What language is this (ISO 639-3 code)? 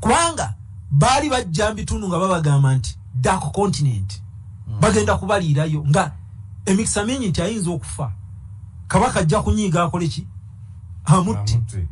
lug